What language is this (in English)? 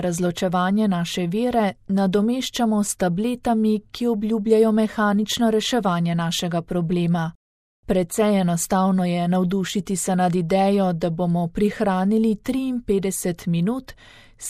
Slovenian